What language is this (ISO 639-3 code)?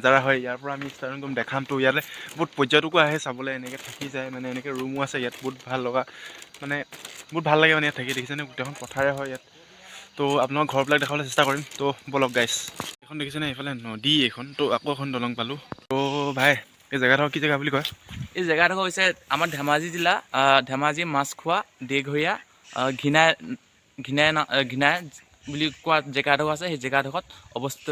asm